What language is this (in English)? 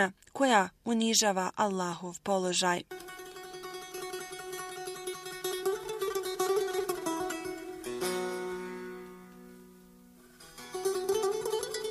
Bosnian